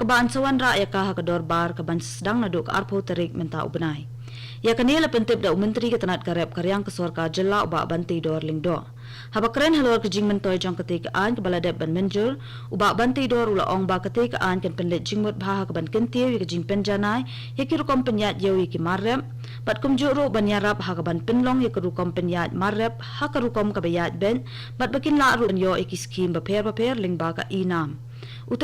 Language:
Khasi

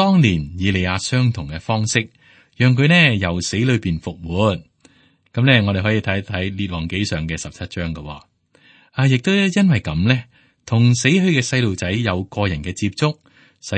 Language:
Cantonese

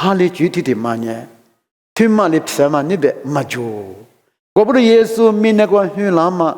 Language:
Lisu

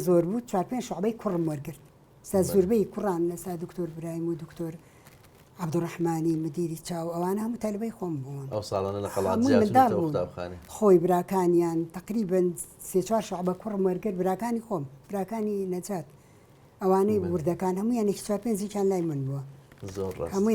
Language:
Central Kurdish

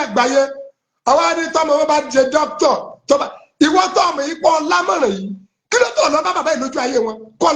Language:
Yoruba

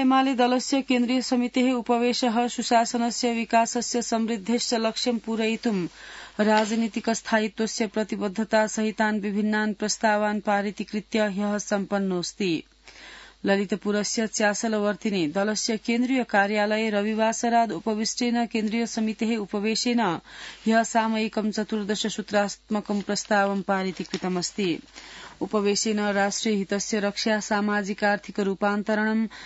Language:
Sanskrit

